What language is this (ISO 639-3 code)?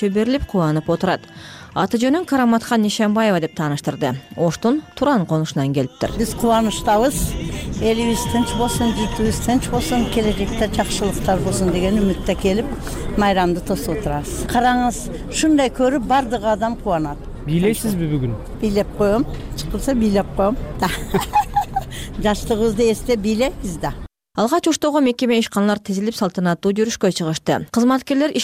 kir